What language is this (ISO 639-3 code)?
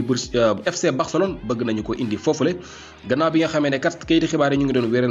wol